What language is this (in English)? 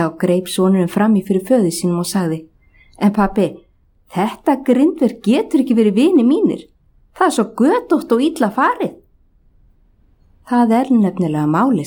Icelandic